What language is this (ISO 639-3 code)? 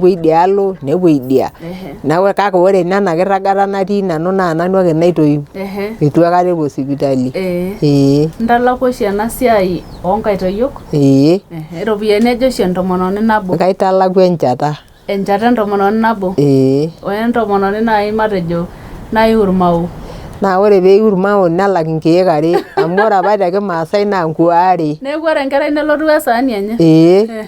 mas